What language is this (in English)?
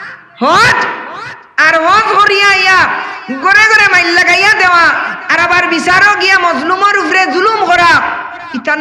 Sylheti